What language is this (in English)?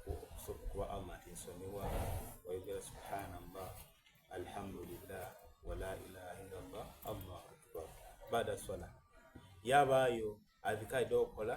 Soga